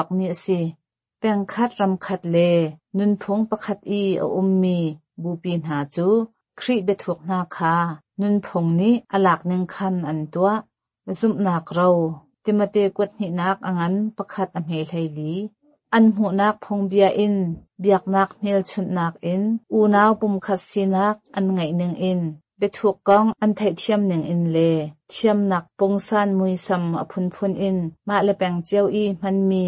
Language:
Hakha Chin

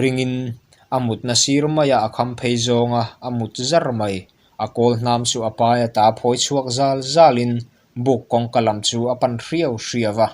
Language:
Mizo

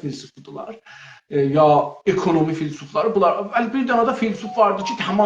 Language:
South Azerbaijani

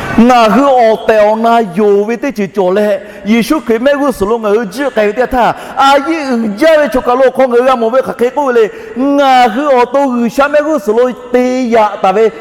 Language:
Lahu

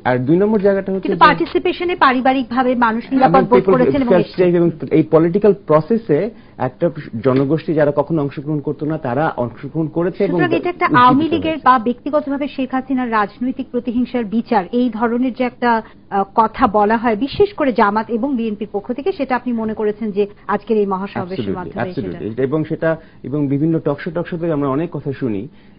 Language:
Bangla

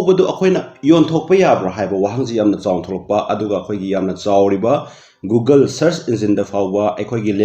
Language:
Manipuri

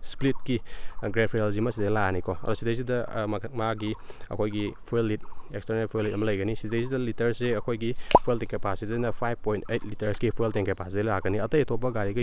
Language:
Manipuri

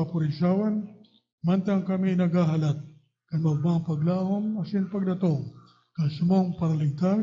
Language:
Bikol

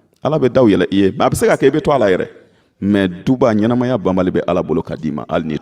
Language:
Bambara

